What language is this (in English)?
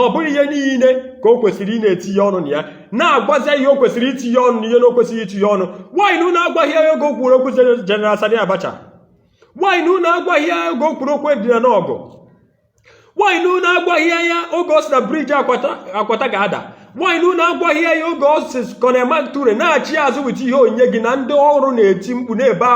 Igbo